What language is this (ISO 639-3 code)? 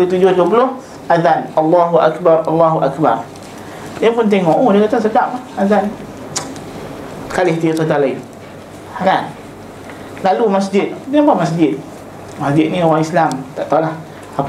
msa